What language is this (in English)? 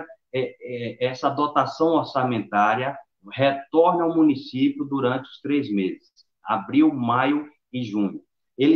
Portuguese